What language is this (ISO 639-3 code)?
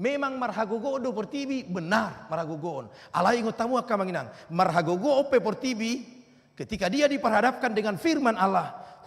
bbc